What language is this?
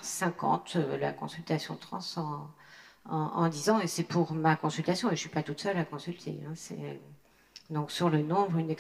French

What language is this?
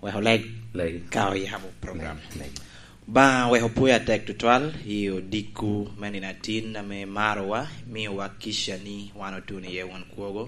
Lango (Uganda)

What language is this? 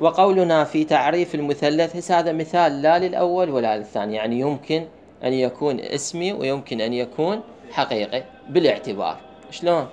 Mesopotamian Arabic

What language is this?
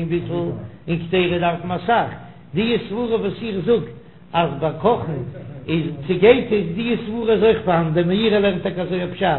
Yiddish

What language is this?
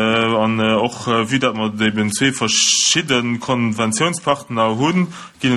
Luxembourgish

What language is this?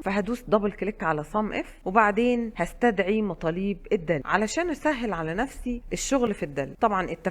Egyptian Arabic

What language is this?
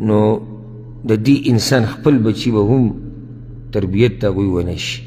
Pashto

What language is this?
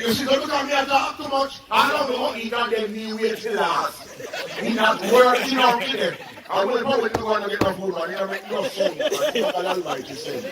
Jamaican Creole English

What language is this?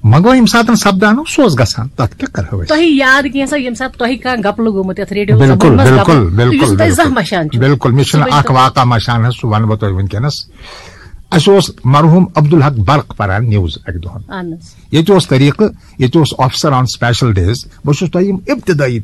Kashmiri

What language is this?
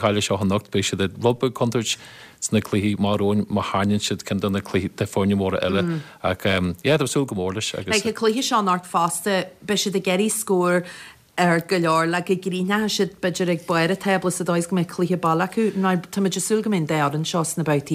Irish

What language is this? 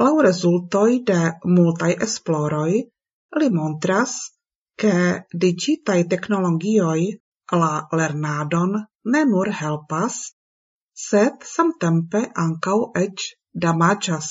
Esperanto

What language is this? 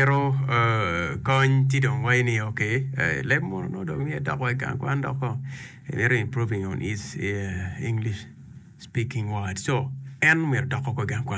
Acoli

